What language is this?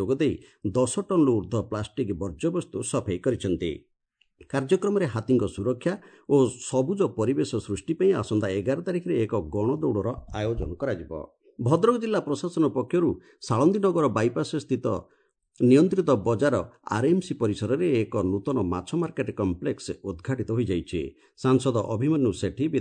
Odia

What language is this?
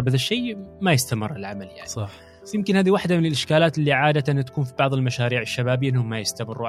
Gulf Arabic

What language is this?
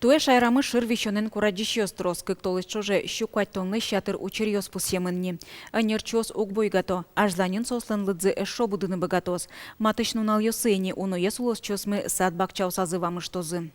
Udmurt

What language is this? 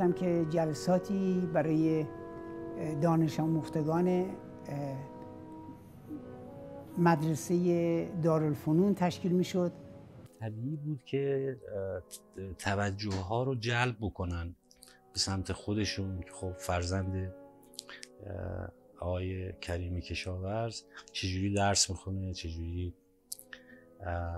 Persian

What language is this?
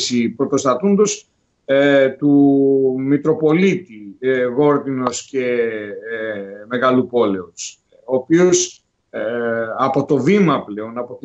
Greek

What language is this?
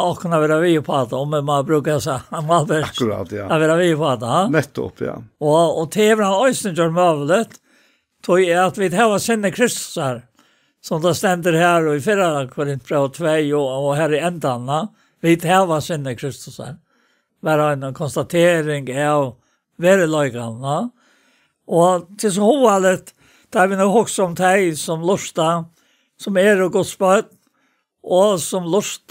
Faroese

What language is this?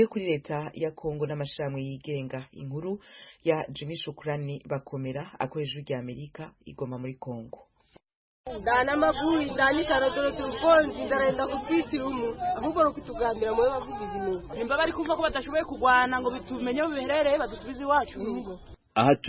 Kinyarwanda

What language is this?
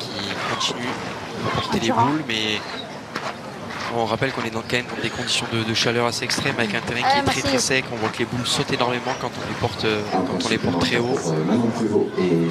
French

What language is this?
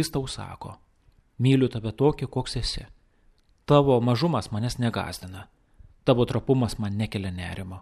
Lithuanian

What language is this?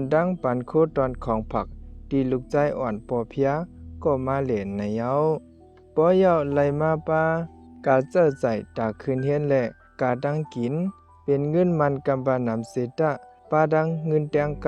Shan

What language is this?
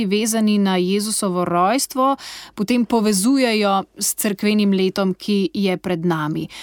Slovenian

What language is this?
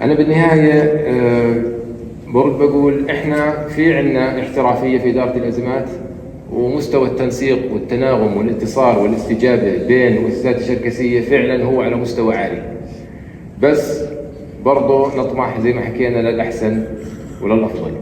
North Levantine Arabic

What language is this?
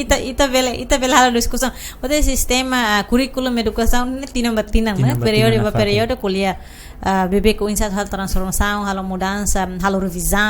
Tetum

